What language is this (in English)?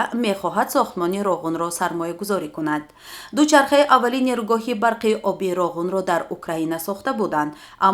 Tajik